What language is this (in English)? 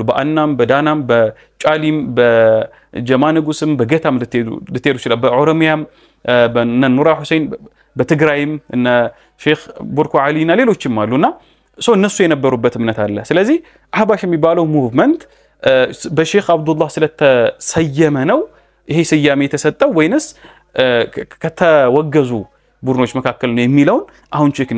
Amharic